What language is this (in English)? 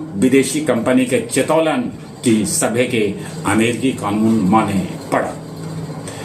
Magahi